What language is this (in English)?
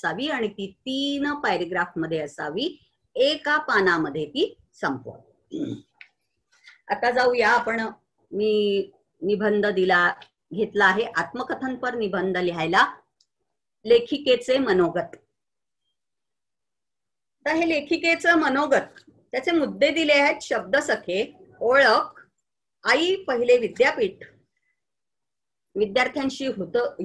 Marathi